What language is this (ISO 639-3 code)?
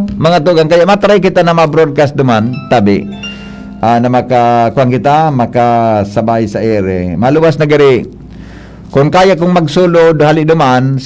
bik